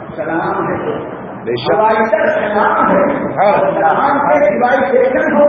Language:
Urdu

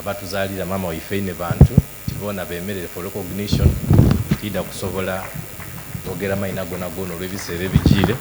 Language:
Soga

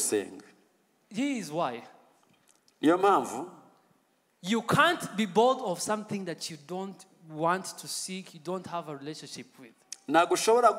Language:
Kinyarwanda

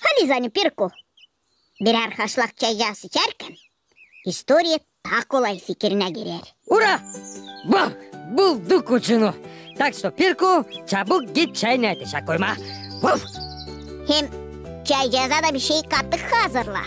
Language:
Gagauz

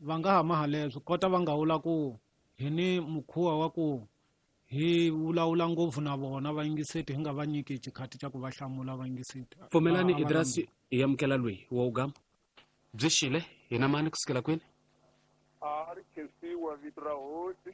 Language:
Tsonga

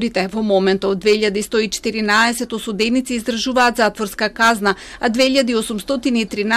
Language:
Macedonian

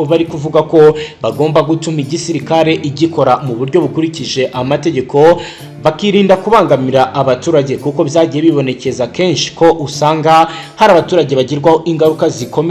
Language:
Kinyarwanda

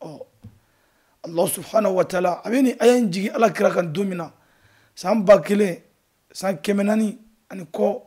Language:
Bambara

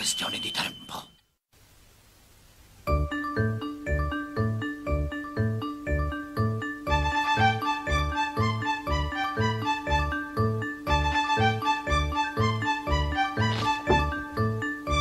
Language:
Italian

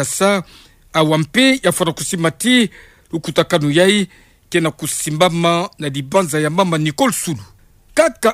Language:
Kituba (Democratic Republic of Congo)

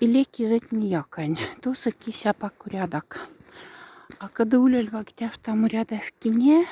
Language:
Moksha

